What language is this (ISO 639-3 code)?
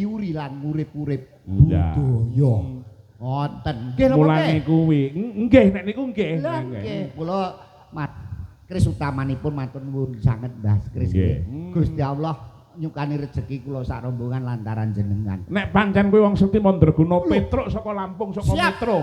jav